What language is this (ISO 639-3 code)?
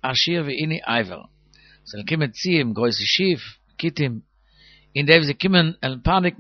yid